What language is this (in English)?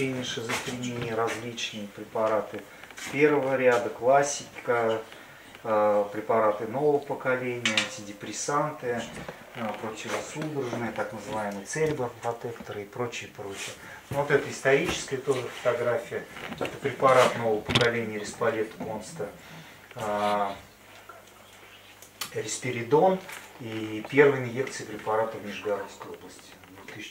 Russian